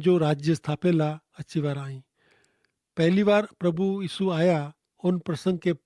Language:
Kachhi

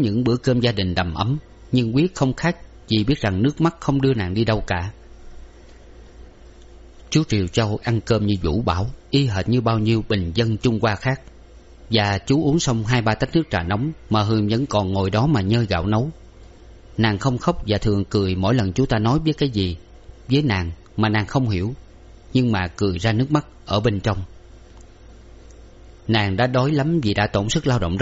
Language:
Vietnamese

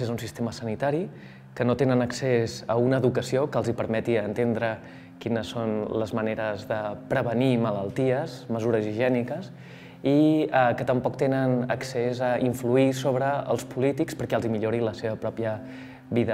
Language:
Catalan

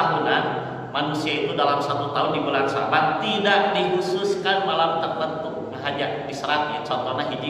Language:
Sundanese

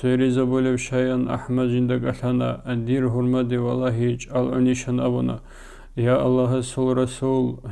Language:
Avaric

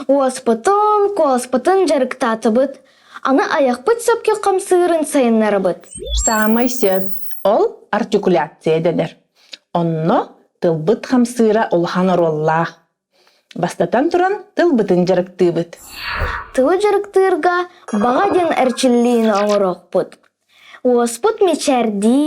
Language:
Yakut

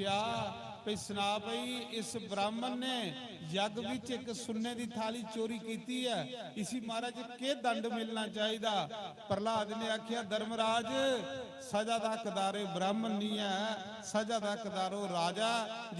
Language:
Dogri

